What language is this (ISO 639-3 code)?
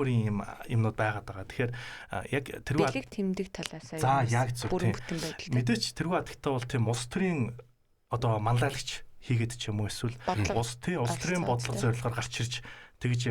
mon